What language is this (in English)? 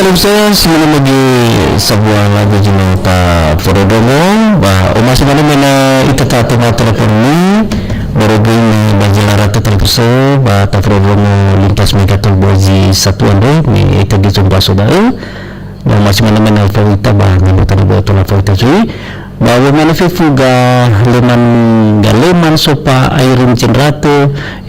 Nias